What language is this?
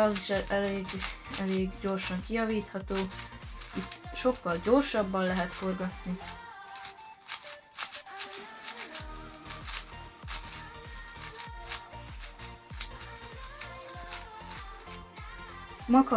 Hungarian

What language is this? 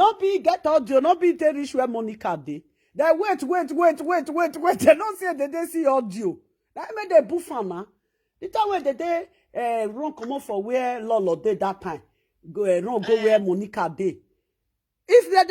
Nigerian Pidgin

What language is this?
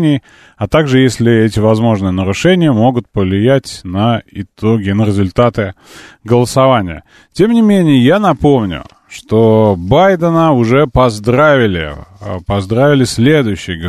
Russian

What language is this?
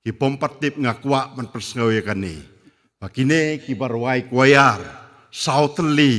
Khasi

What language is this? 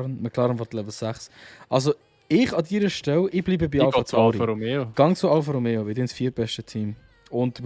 Swiss German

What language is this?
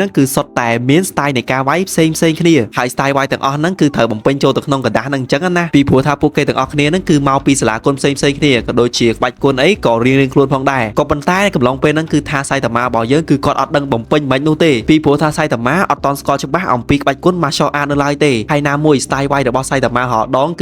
Khmer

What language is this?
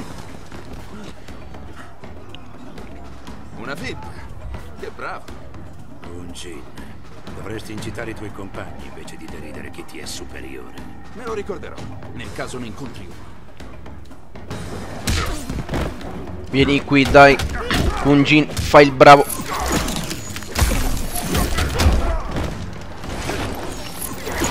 Italian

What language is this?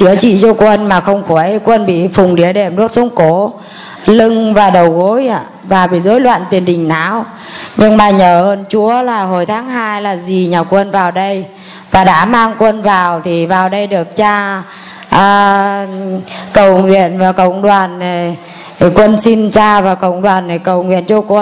Vietnamese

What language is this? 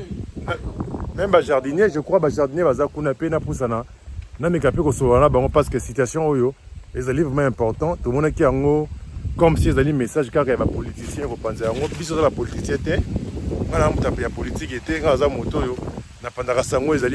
Lingala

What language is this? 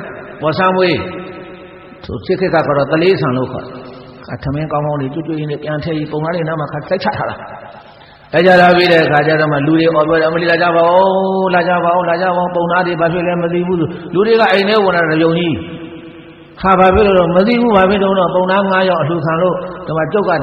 Burmese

